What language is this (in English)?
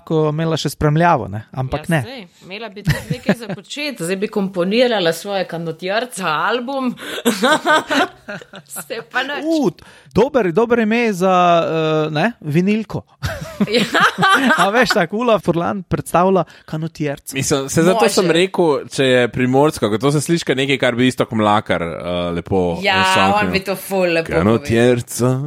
Slovenian